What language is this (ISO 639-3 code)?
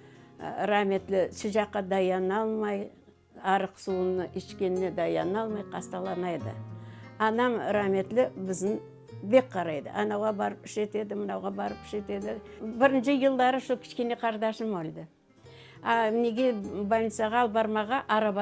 crh